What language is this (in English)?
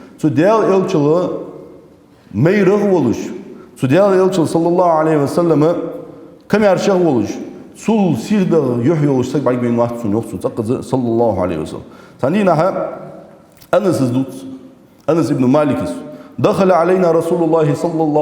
Ingush